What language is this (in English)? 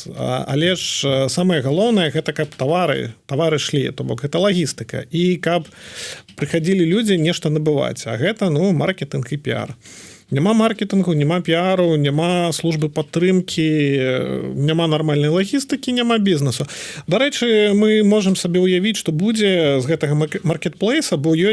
Belarusian